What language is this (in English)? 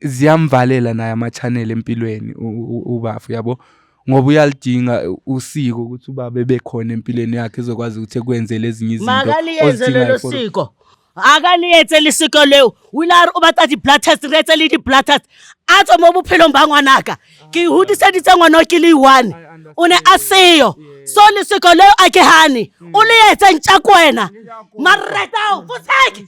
Zulu